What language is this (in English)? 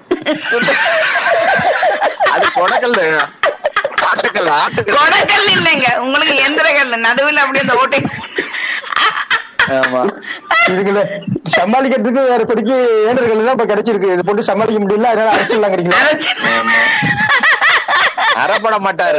Tamil